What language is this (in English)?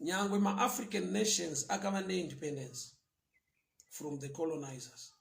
Shona